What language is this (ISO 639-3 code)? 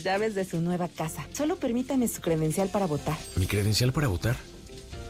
spa